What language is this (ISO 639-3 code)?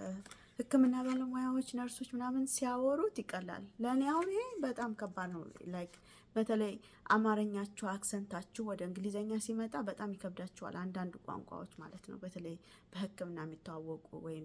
amh